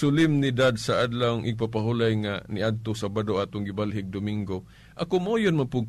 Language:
Cebuano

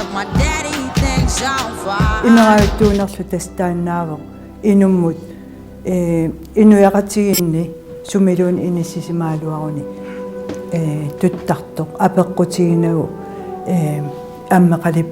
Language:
Kalaallisut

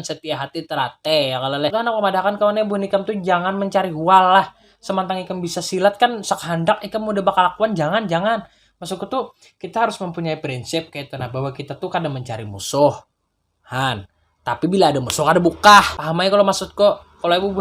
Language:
Banjar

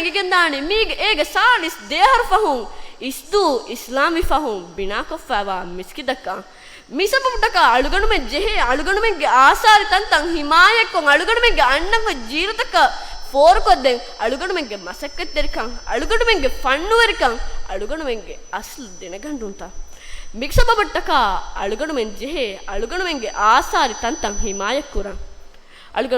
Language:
Divehi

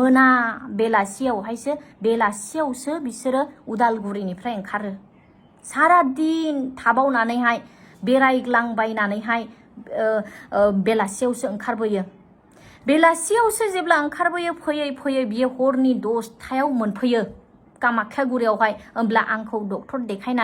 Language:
Bodo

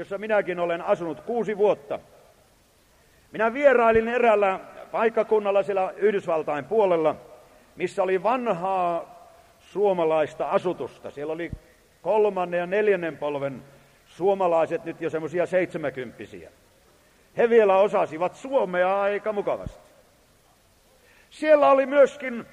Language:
Finnish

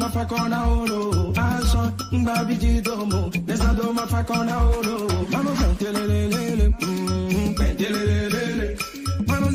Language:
Ewe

